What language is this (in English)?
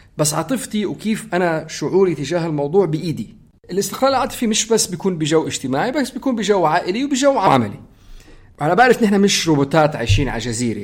North Levantine Arabic